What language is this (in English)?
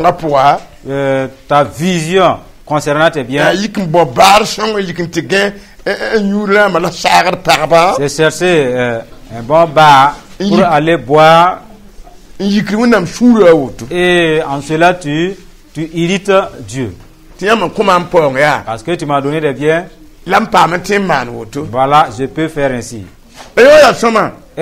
Mossi